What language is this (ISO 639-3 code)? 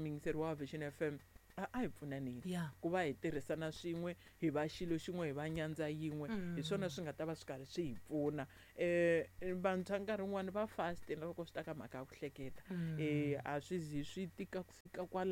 tso